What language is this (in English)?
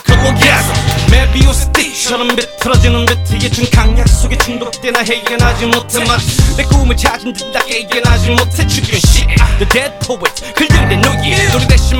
Korean